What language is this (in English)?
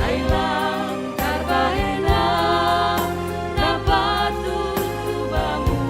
Batak Simalungun